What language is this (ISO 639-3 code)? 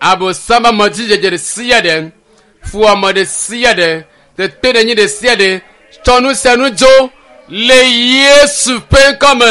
ewe